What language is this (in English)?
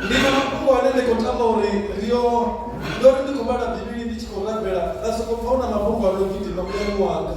Venda